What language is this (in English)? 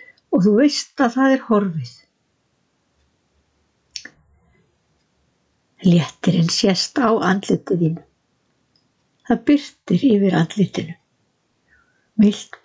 Icelandic